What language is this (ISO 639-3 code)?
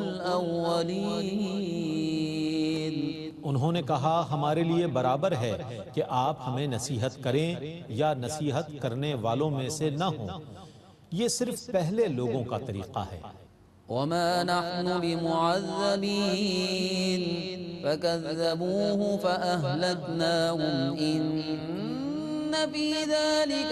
urd